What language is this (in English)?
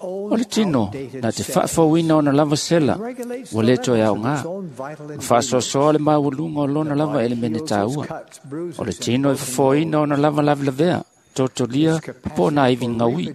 Samoan